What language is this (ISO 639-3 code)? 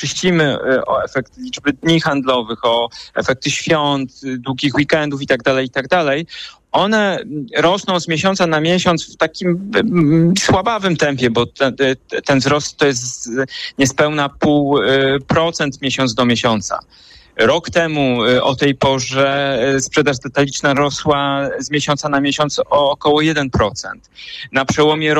pol